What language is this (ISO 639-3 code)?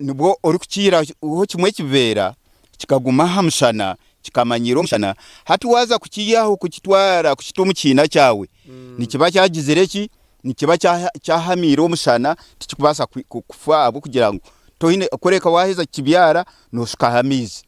nyn